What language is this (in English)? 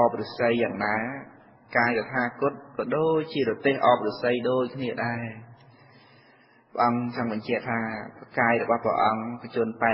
Khmer